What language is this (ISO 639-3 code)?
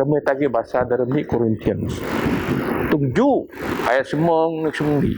bth